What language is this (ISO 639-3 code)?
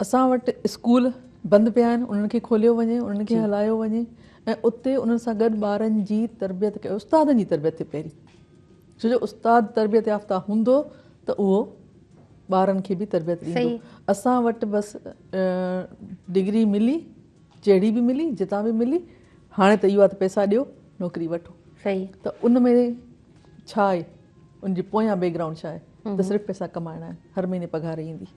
snd